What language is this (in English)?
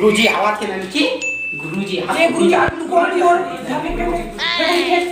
Chhattisgarhi